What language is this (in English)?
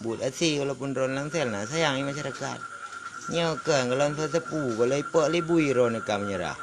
Achinese